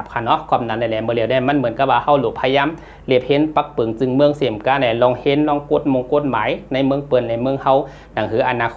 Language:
Shan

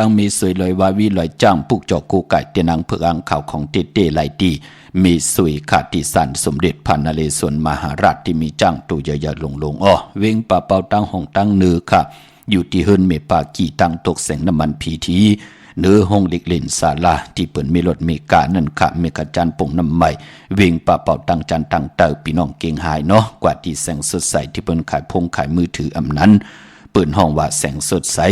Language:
Shan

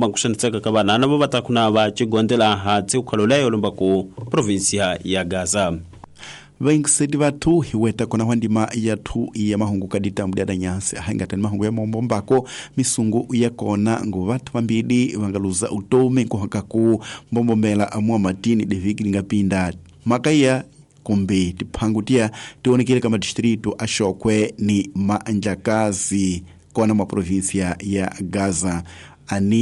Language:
Tsonga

